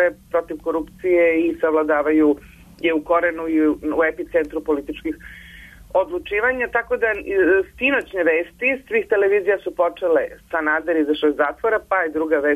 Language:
Serbian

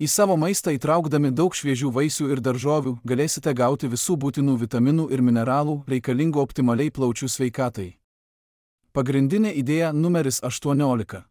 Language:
Lithuanian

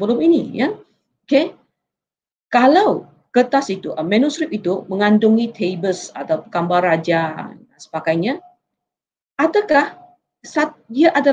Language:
Malay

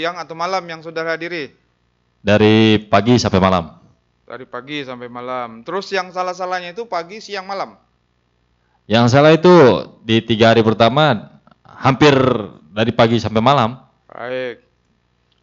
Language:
Indonesian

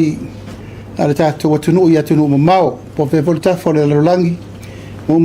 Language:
Samoan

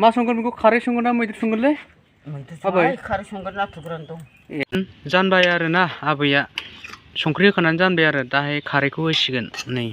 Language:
Bodo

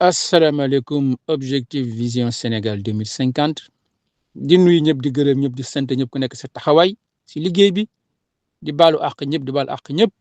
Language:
Wolof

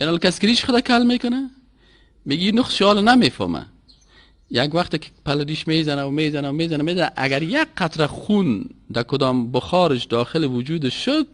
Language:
Persian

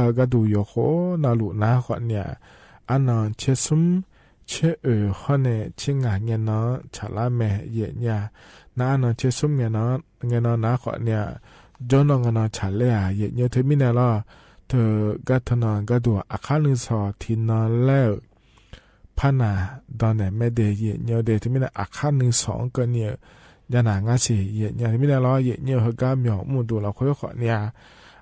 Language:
Akha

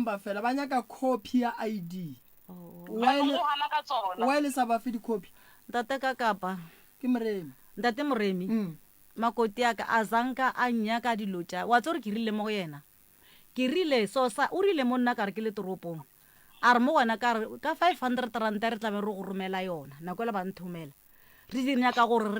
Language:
Northern Sotho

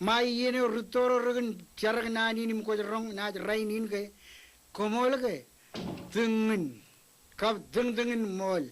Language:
Marshallese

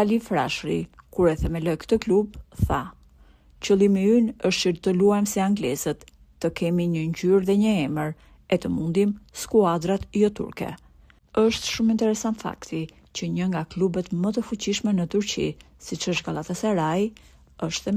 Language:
Albanian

